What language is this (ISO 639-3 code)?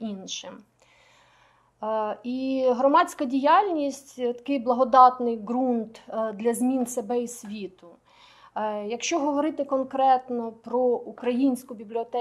ukr